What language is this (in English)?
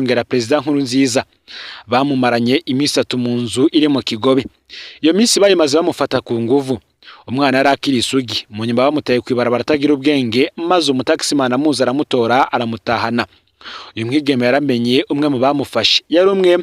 Rundi